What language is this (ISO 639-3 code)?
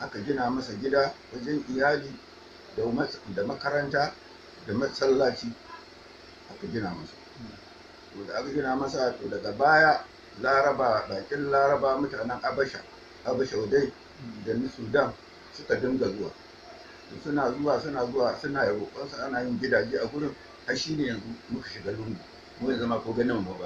hau